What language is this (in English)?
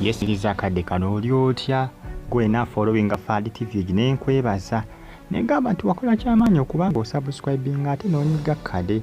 Ganda